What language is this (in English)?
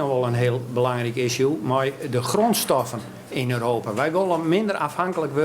Western Frisian